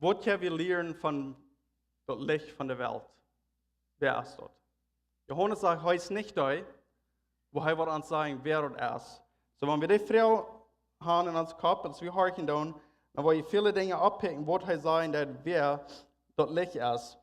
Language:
Plautdietsch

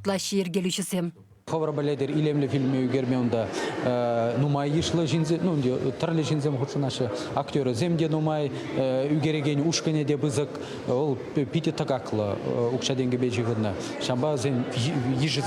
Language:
Chuvash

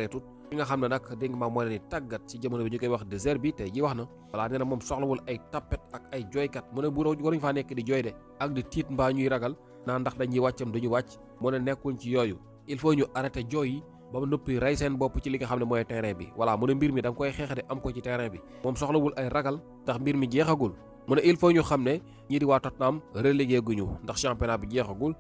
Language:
Wolof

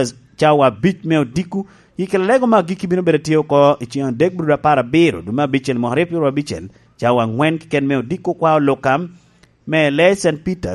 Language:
Lango (Uganda)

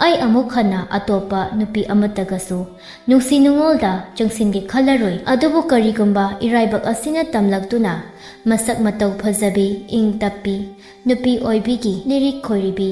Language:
Manipuri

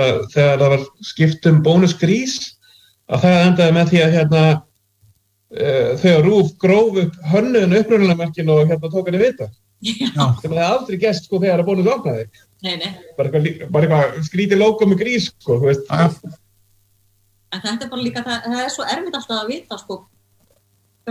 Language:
Icelandic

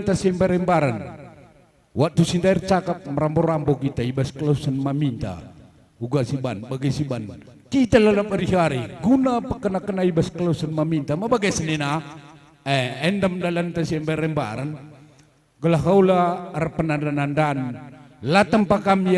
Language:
Batak Karo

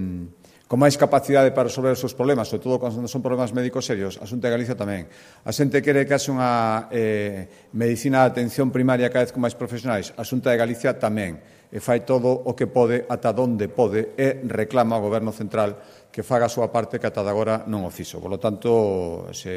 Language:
Galician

